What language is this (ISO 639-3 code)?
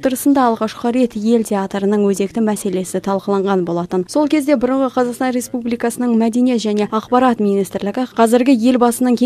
kaz